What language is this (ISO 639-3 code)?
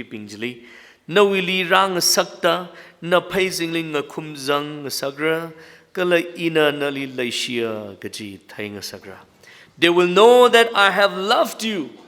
nmf